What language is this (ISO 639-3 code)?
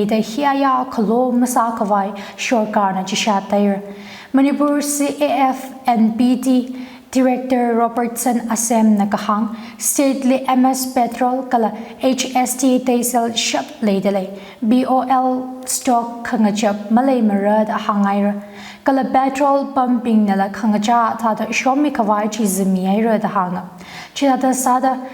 nmf